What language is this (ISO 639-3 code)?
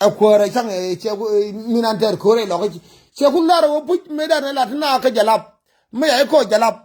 nus